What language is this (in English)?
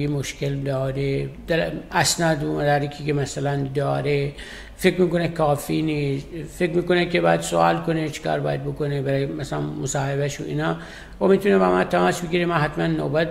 Persian